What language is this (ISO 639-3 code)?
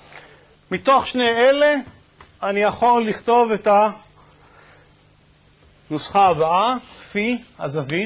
heb